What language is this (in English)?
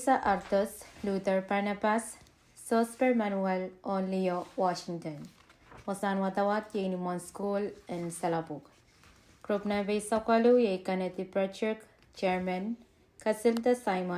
Pohnpeian